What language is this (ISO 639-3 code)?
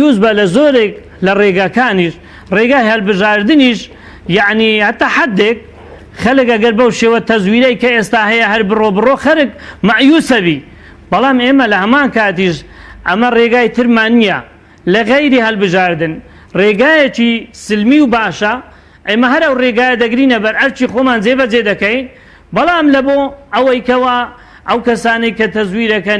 ckb